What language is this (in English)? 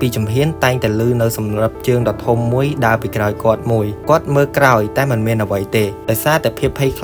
Khmer